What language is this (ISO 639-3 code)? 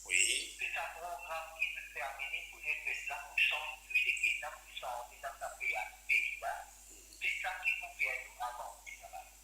mfe